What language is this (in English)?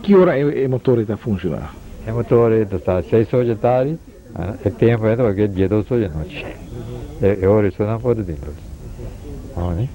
Papiamento